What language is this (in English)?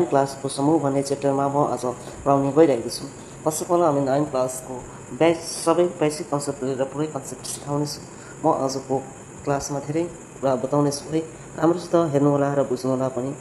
Nepali